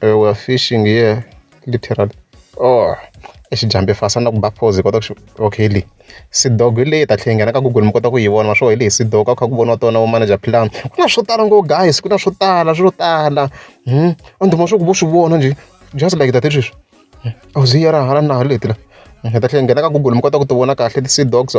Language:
Tsonga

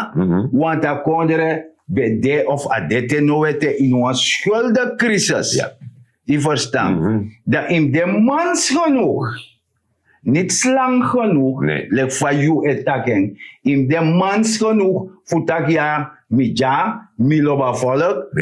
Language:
Sranan Tongo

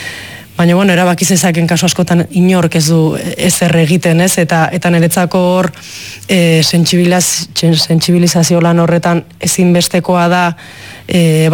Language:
Basque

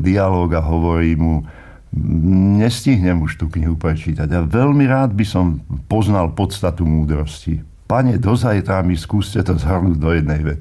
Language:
Slovak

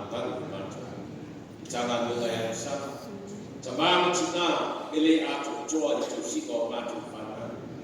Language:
Samoan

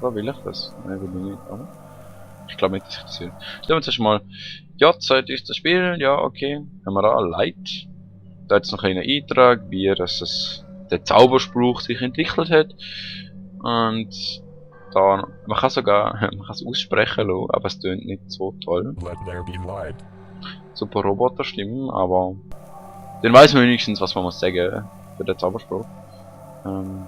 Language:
Swiss German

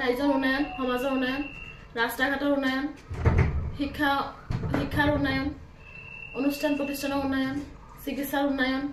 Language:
Assamese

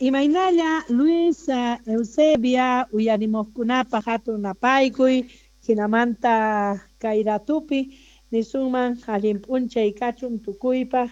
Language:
South Bolivian Quechua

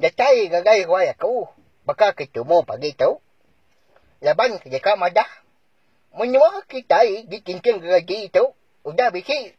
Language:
Iban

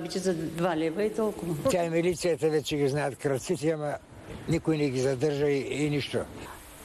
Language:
Bulgarian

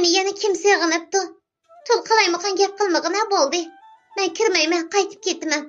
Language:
Uyghur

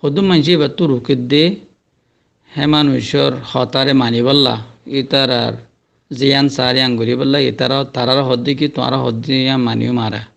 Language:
Rohingya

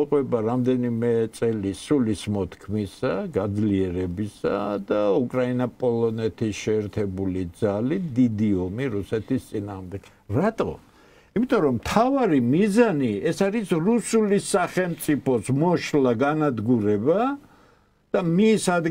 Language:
Georgian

